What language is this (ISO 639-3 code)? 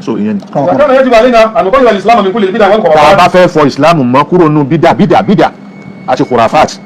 yor